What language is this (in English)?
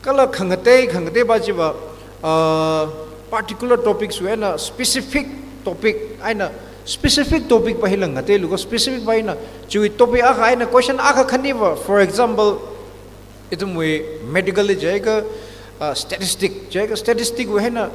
Tangkhul Naga (India)